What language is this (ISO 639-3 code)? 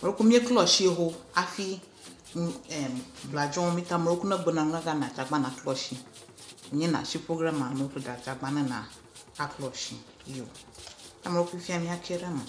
ewe